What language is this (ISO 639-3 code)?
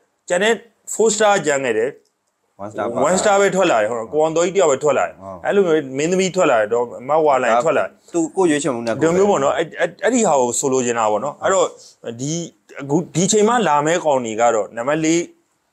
mya